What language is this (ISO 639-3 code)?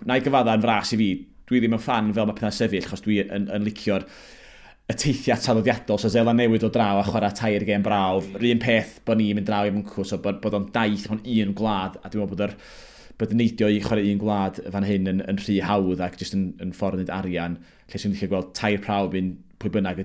cym